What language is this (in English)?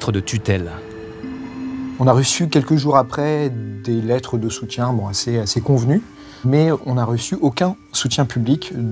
French